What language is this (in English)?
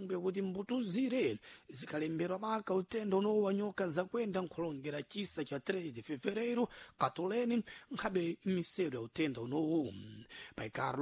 Sena